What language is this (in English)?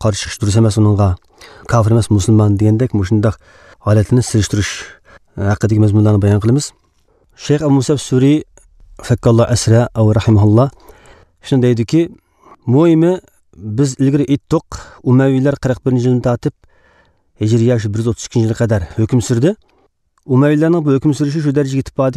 Uyghur